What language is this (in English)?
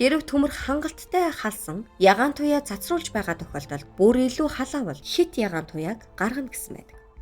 Mongolian